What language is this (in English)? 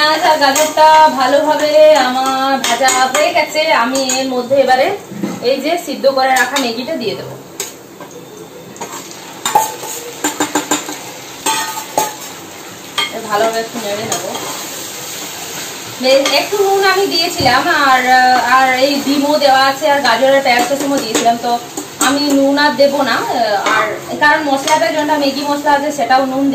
Bangla